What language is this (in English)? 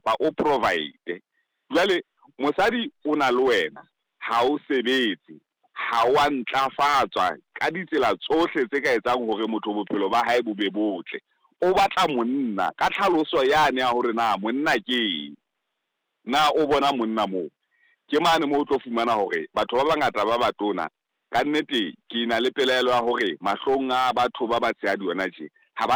Southern Sotho